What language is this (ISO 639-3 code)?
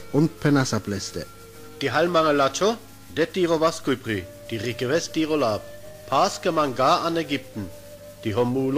rmo